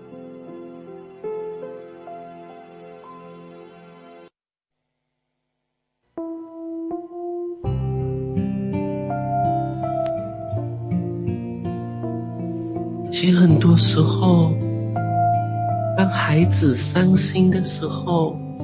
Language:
Chinese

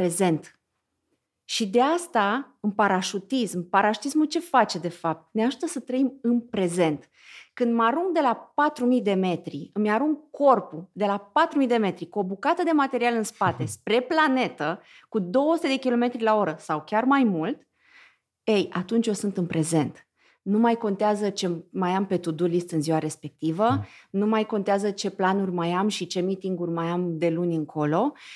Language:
Romanian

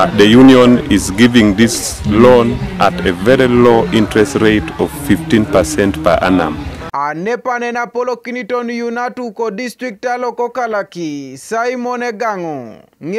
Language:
Teso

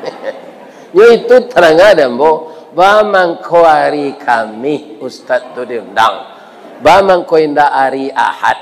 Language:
Minangkabau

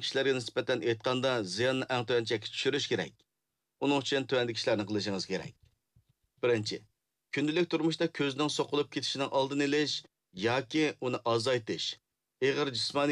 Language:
Uyghur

